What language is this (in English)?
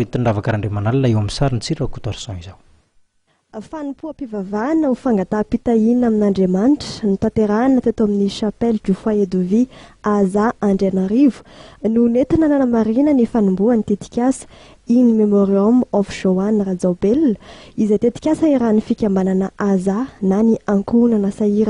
Malagasy